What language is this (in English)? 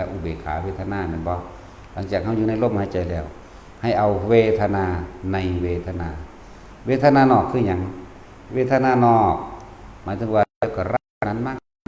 Northeastern Thai